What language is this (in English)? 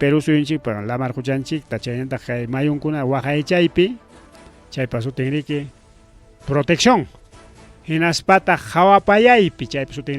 Ayacucho Quechua